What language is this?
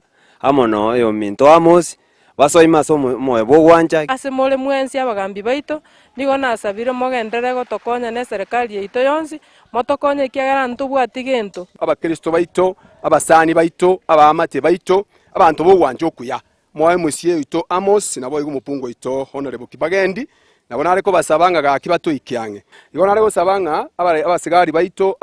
Gusii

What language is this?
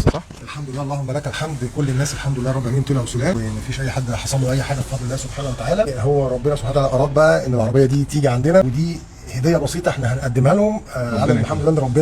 Egyptian Arabic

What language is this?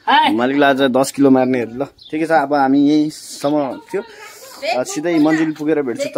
Nepali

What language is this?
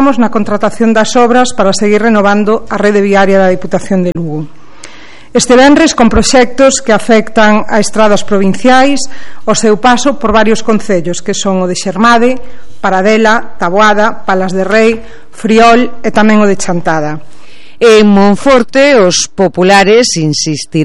Galician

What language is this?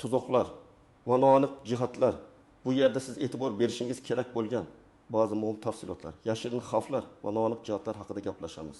Uzbek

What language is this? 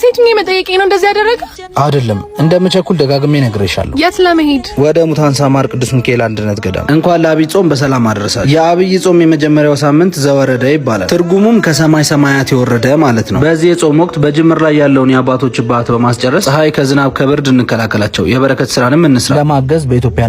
Amharic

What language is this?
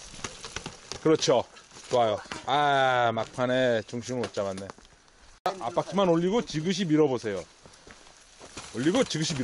Korean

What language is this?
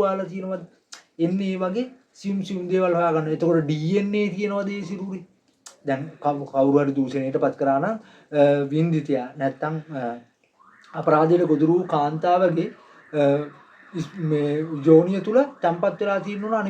Sinhala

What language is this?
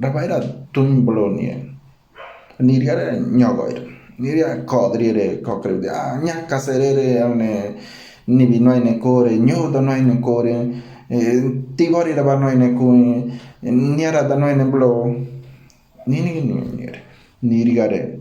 Ngäbere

